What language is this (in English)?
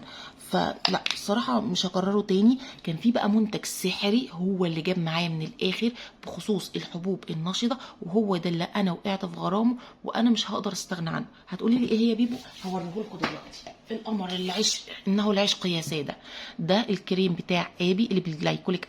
Egyptian Arabic